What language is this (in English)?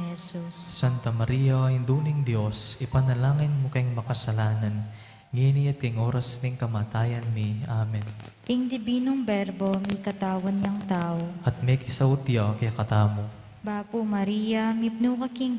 Pampanga